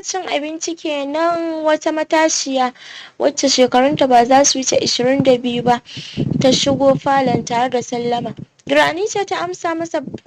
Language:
Hausa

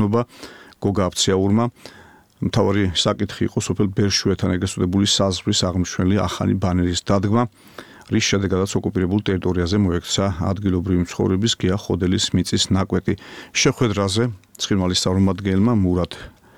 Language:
Georgian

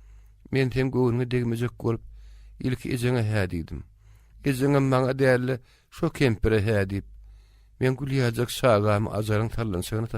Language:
Turkmen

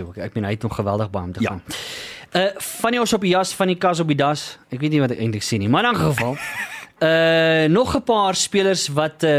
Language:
Afrikaans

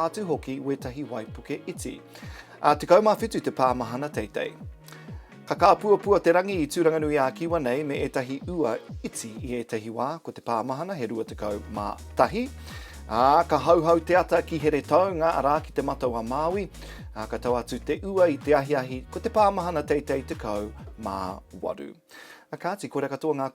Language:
Māori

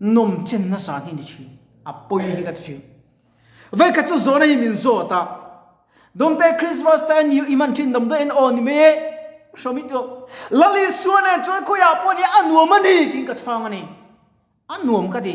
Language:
Mizo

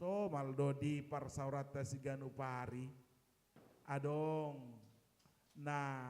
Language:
Batak Toba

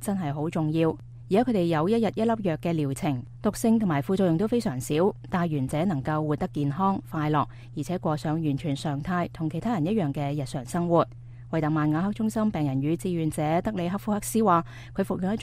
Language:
Cantonese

